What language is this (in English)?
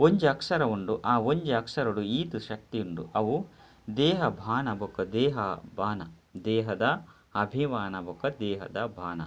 Tulu